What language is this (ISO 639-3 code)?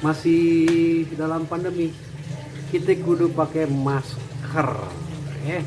bew